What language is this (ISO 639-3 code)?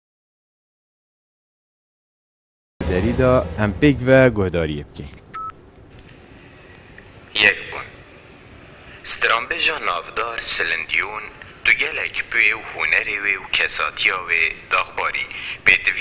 kur